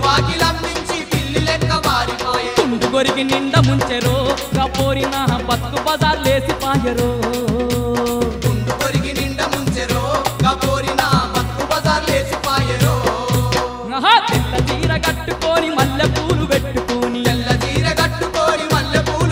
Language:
Telugu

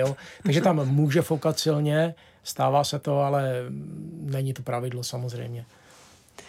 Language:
Czech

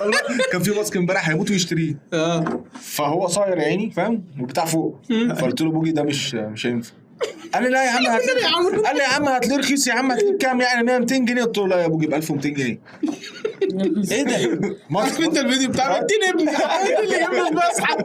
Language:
Egyptian Arabic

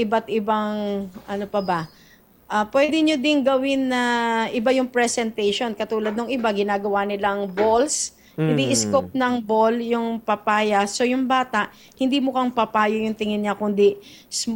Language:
Filipino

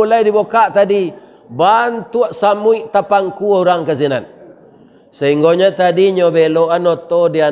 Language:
Minangkabau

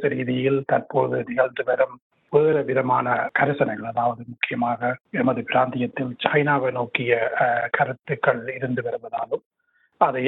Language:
Tamil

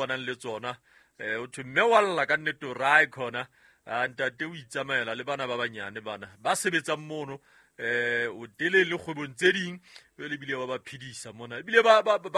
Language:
Southern Sotho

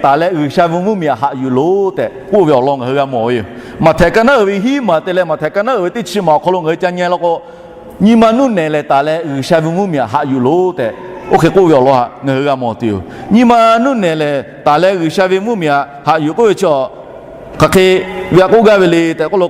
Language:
Lahu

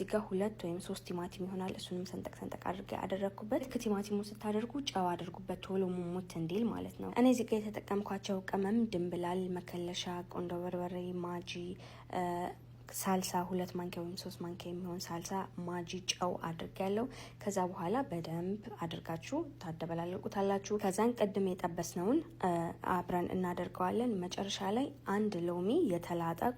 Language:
Amharic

